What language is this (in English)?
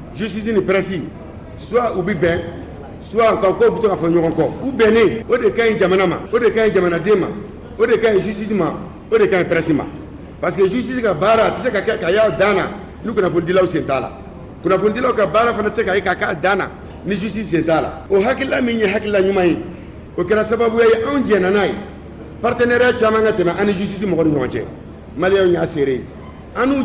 Bambara